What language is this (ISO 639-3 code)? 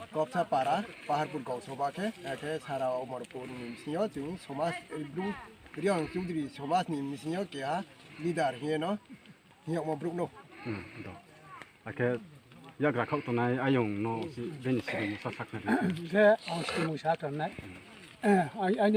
ria